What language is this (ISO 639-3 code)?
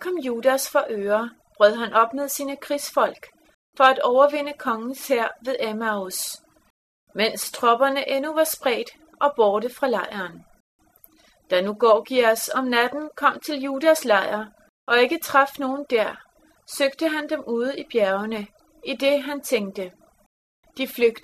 dan